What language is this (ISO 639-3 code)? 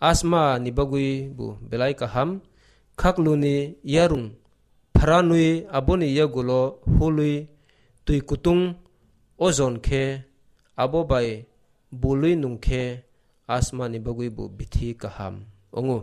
trp